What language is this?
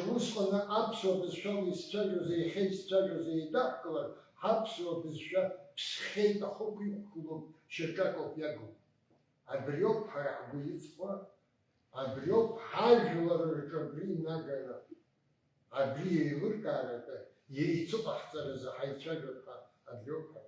Abkhazian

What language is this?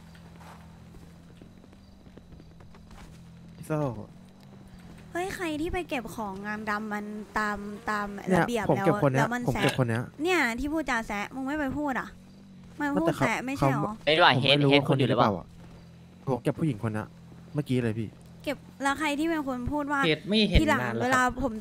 Thai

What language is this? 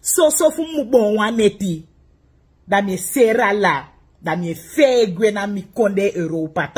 Sranan Tongo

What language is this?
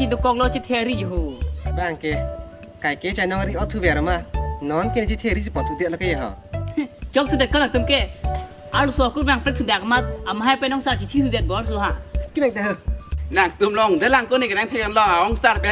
Karbi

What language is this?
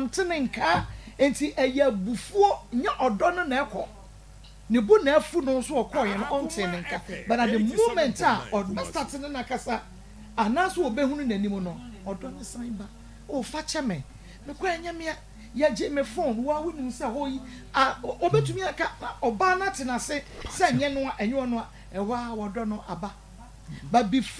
Akan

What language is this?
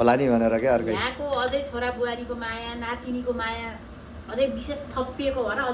Nepali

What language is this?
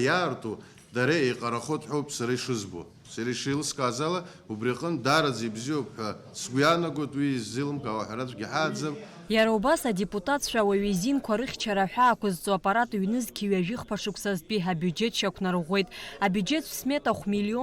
Abkhazian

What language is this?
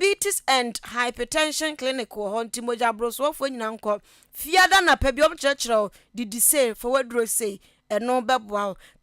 Akan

